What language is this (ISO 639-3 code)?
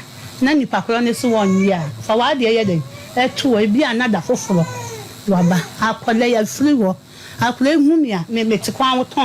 aka